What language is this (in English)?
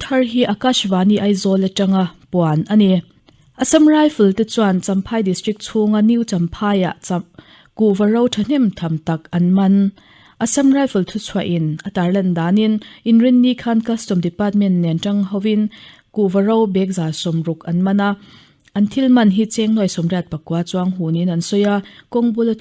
Mizo